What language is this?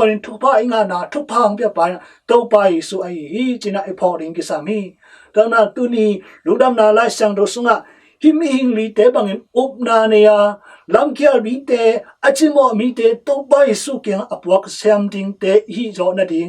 Tedim Chin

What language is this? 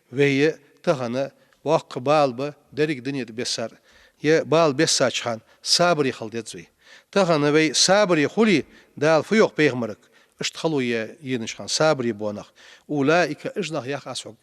Ingush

